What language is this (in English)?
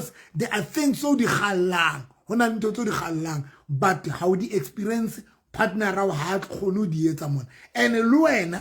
Southern Sotho